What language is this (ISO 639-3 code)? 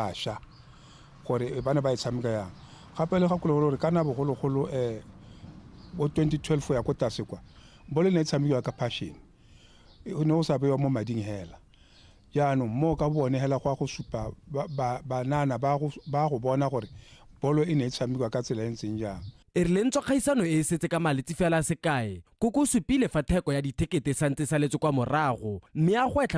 tsn